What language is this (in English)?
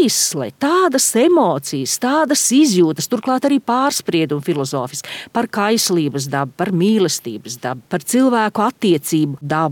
Latvian